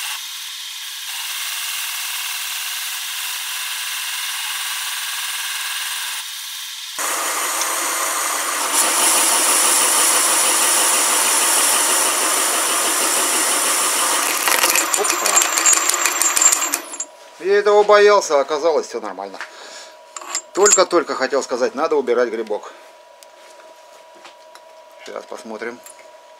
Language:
Russian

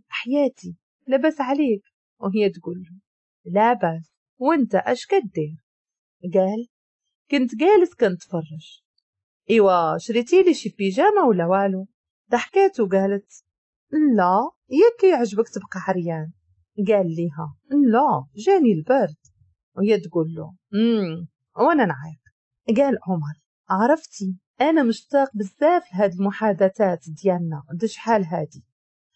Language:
Moroccan Arabic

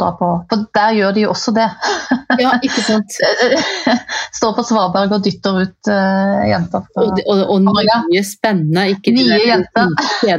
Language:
Norwegian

